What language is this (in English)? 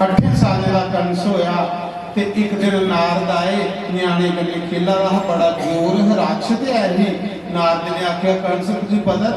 Dogri